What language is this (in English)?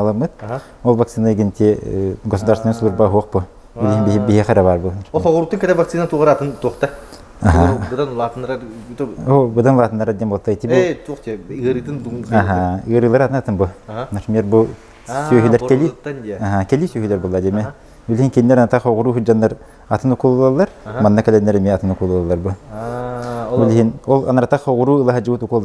Yakut